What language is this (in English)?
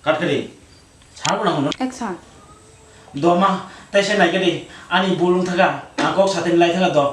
Kok Borok